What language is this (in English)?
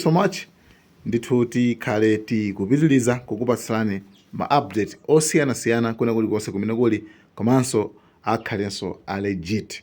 Nyanja